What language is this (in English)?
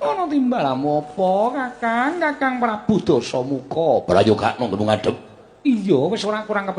Javanese